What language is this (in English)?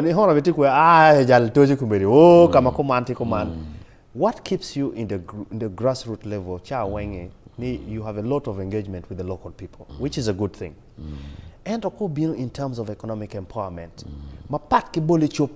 Acoli